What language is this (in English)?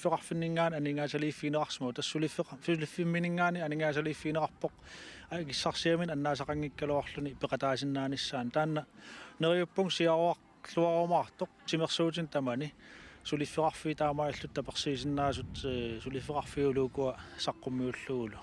Kalaallisut